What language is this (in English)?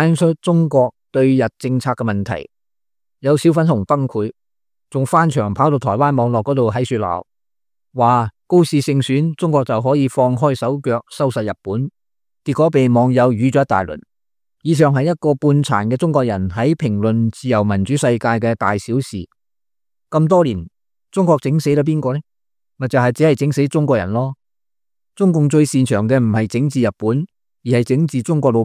Cantonese